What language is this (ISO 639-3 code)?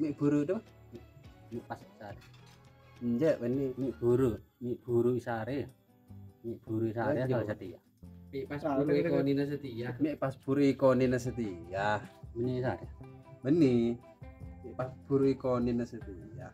mad